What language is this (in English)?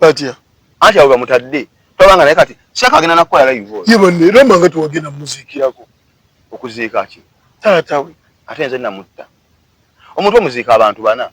Ganda